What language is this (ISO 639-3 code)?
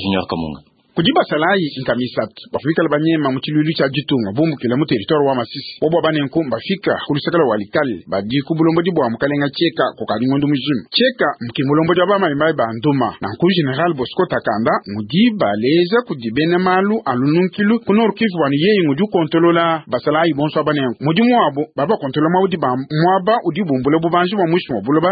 lua